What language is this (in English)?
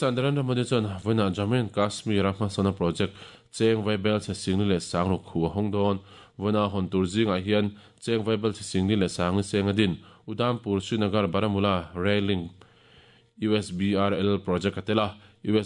Mizo